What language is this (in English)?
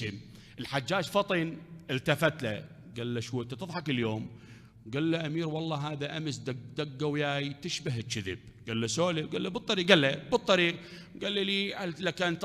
Mesopotamian Arabic